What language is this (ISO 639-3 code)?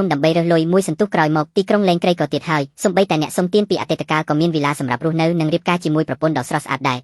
khm